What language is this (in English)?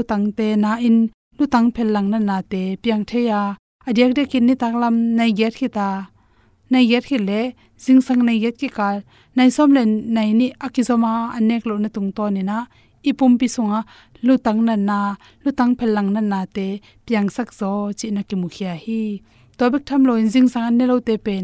Tedim Chin